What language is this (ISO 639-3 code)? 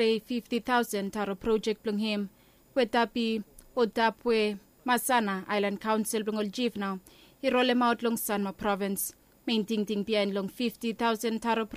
bis